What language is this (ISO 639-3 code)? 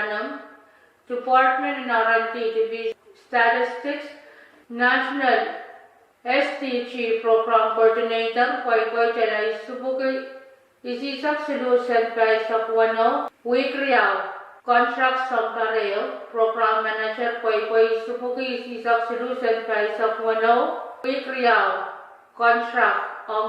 pon